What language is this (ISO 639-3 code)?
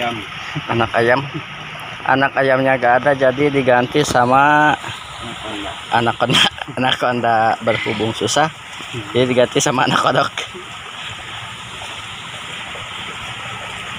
ind